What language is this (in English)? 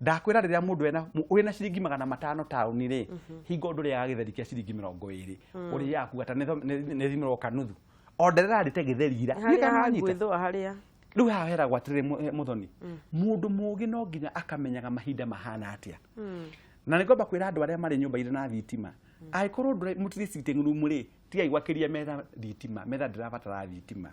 Kikuyu